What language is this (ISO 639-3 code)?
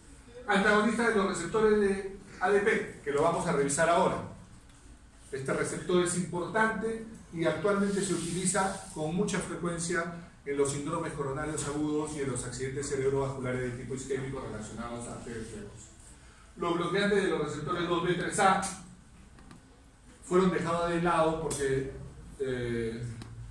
spa